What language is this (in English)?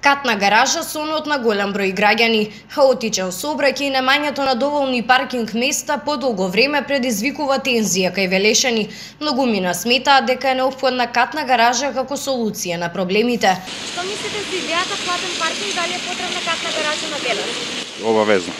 Macedonian